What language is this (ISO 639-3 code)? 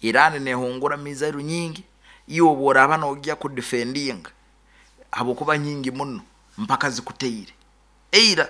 nyn